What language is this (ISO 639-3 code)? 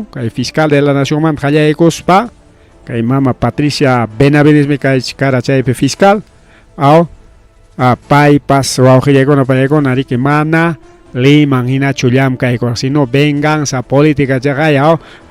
quy